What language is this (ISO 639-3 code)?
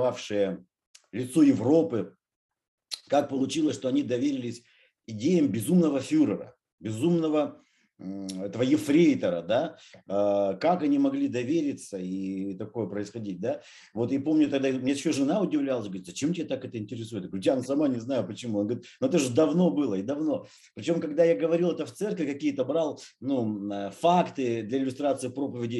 rus